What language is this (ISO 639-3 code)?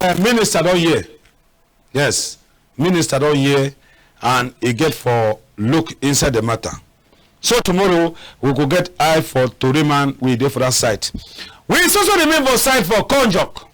wes